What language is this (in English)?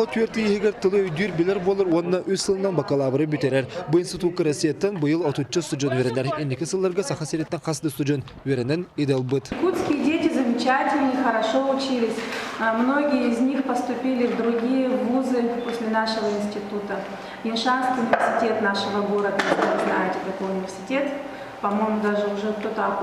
Yakut